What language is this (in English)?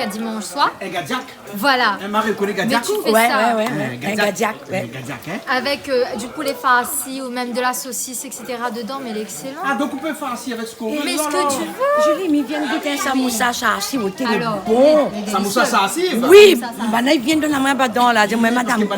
Réunion Creole French